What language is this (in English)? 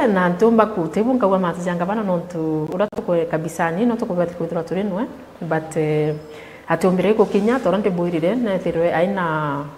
Meru